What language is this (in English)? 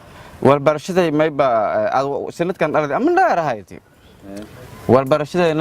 Somali